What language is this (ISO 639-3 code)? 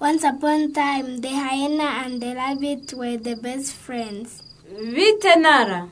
kin